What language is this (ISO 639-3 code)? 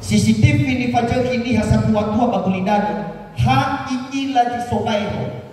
nia